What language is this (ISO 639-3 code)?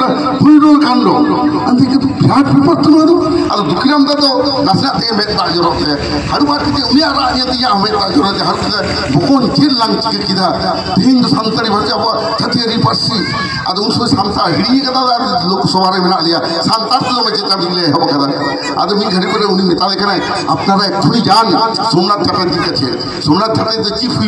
sat